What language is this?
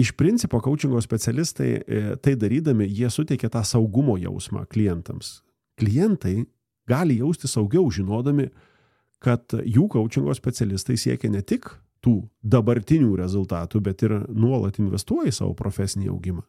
Lithuanian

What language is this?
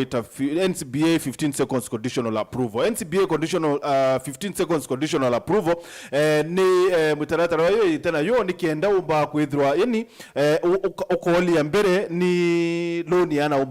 Meru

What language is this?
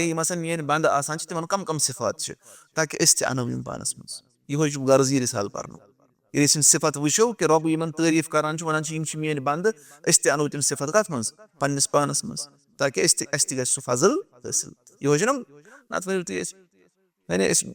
Kashmiri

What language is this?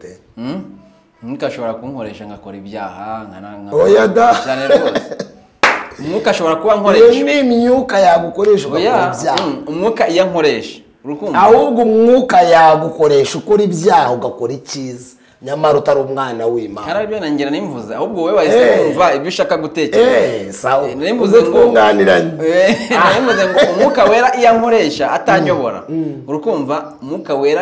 Kinyarwanda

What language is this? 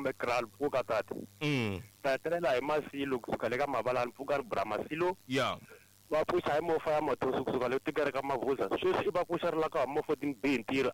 Tsonga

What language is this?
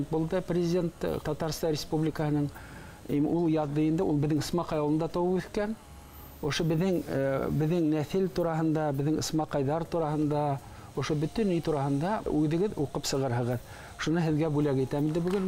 Bashkir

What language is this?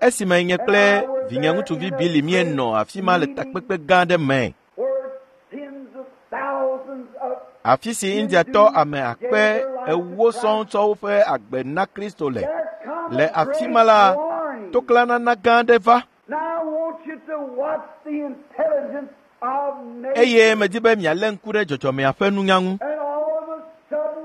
Ewe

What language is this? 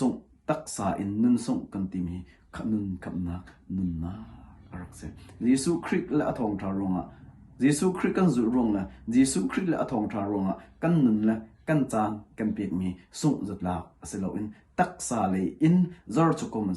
Hakha Chin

